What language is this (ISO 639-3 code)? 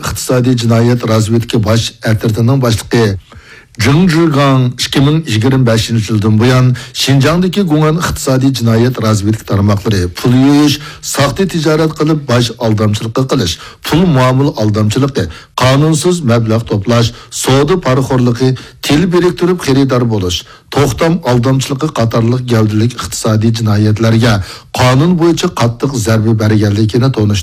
uig